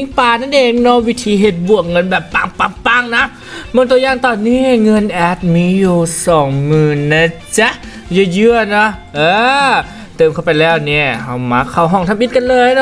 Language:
Lao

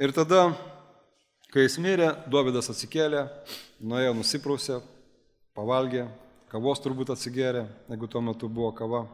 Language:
Lithuanian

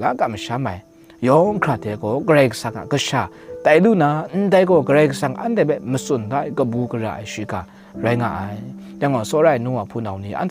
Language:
Kachin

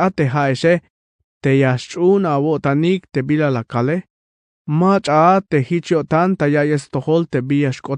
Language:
Tzeltal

